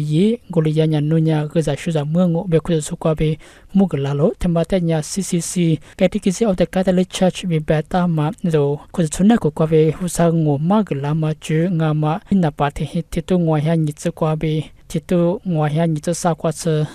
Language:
Lisu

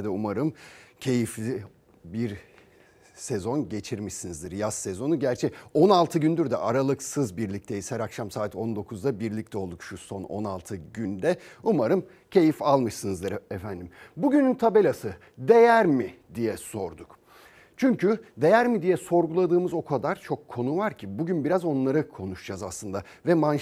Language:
Turkish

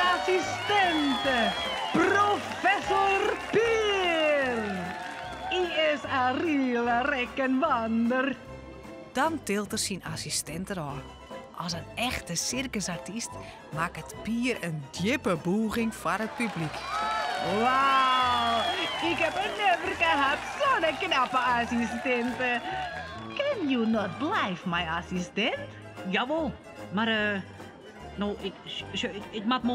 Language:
Western Frisian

